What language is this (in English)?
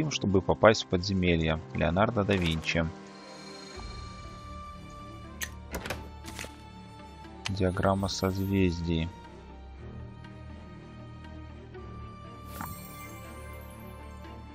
Russian